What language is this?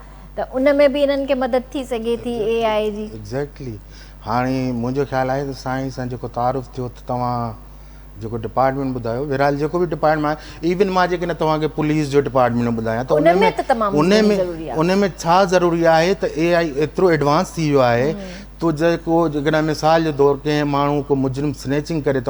Sindhi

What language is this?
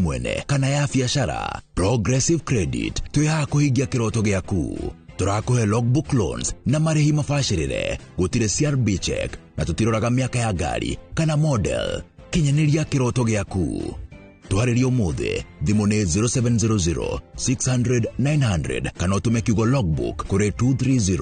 Kikuyu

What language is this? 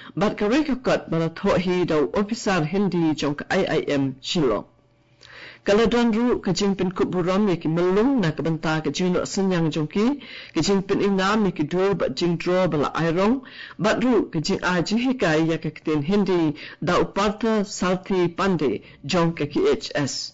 Khasi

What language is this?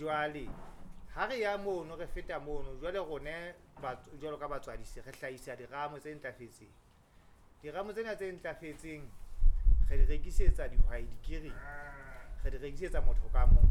Southern Sotho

